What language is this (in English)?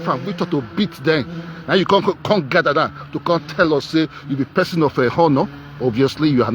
Nigerian Pidgin